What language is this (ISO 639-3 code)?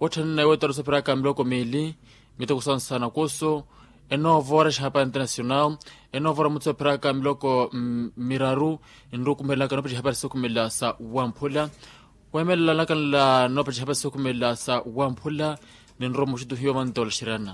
vmw